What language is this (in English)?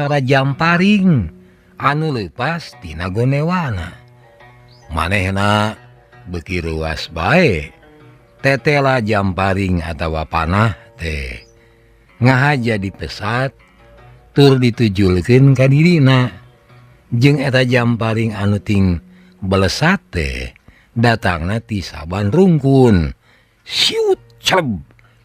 Sundanese